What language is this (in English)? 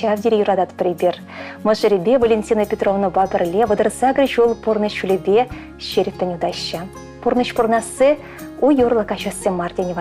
Chuvash